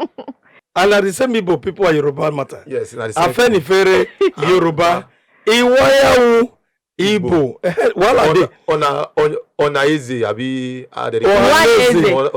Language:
Nigerian Pidgin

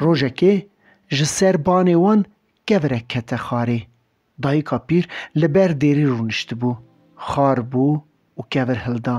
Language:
Kurdish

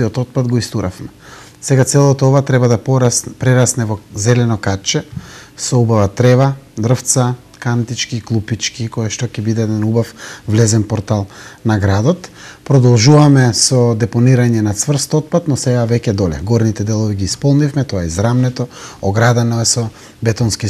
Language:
Macedonian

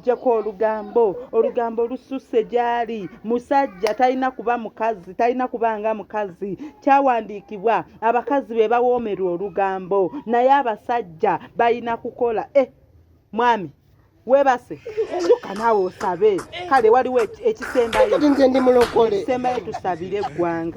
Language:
Ganda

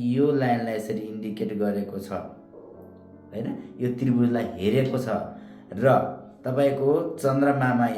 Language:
Nepali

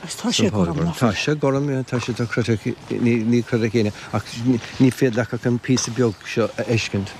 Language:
Irish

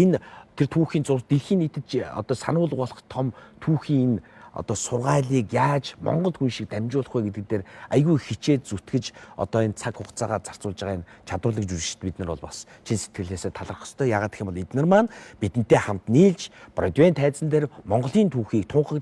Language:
Mongolian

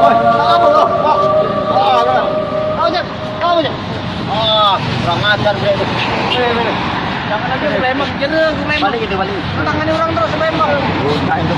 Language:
Musi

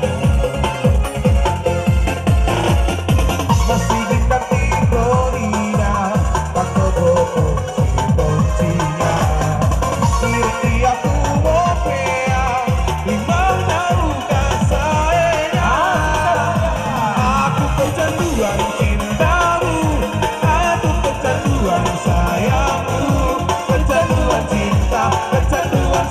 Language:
Indonesian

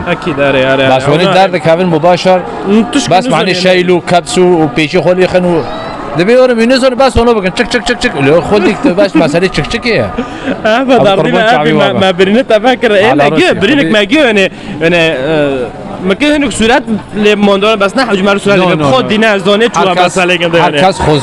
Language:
Kurdish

